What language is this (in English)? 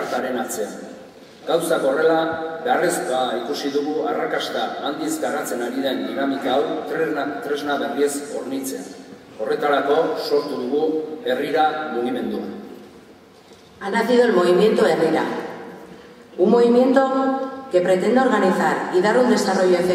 Basque